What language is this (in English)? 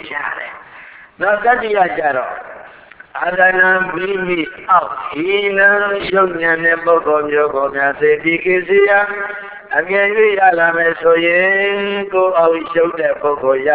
Burmese